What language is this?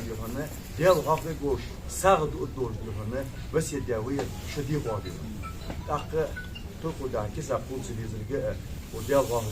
Ingush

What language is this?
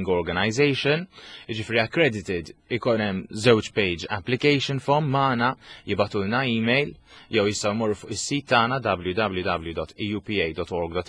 Maltese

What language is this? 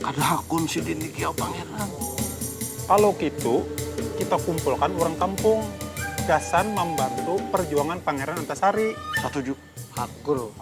Banjar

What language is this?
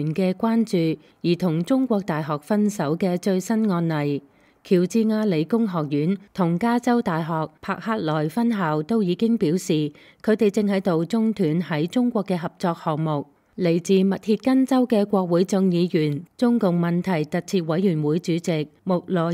Cantonese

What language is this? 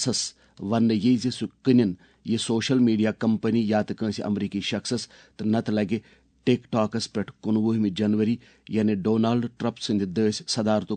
Kashmiri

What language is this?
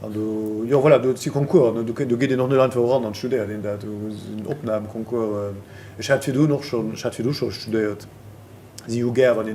Luxembourgish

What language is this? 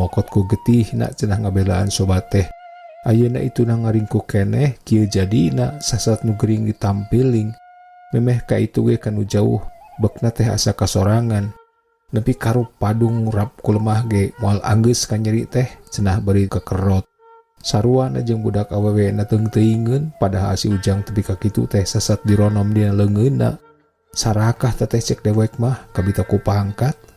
Sundanese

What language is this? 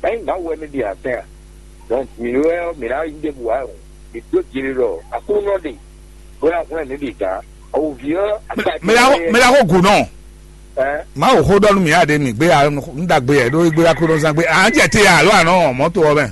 Fon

